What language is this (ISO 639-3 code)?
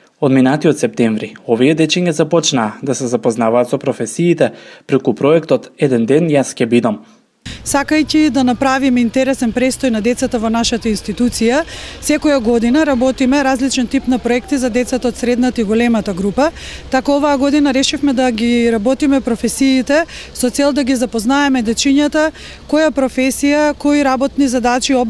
mkd